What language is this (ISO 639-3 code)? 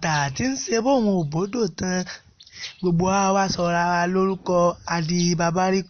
yor